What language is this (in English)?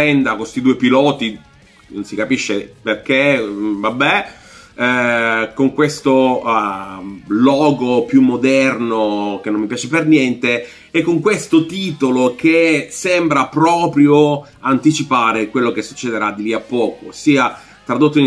Italian